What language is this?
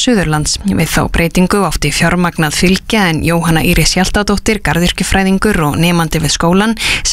Icelandic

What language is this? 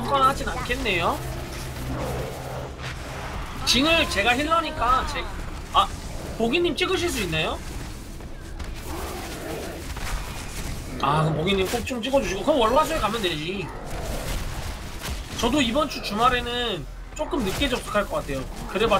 Korean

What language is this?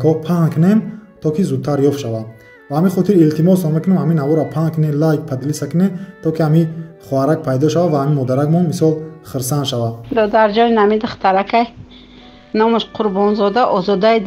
Tajik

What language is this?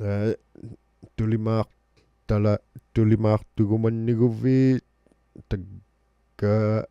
Inuktitut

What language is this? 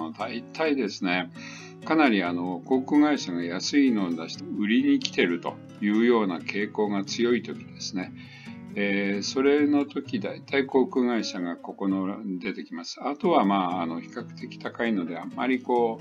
Japanese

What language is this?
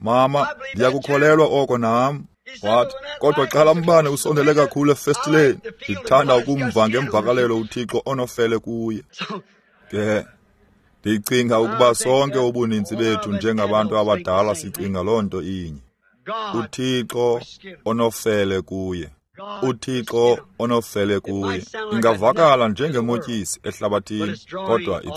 Xhosa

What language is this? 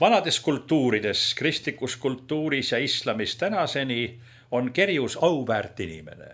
Estonian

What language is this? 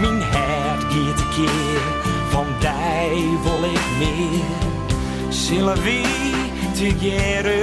Western Frisian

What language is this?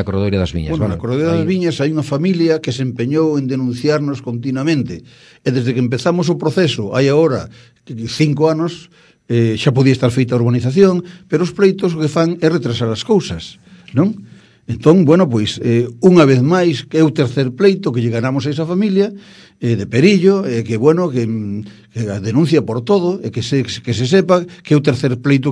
Galician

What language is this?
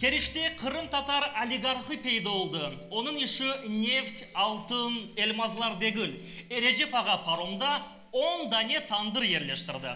Crimean Tatar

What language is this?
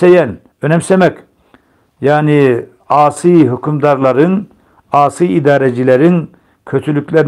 Turkish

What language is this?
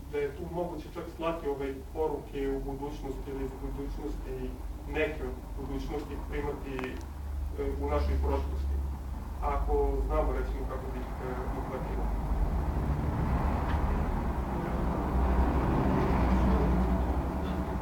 Serbian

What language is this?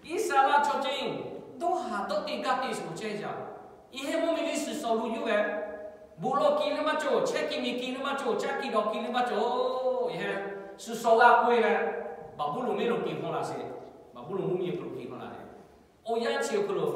Lahu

